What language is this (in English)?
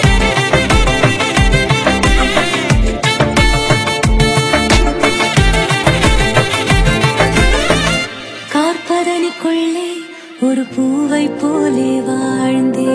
Tamil